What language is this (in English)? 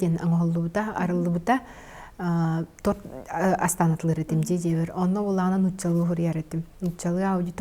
Yakut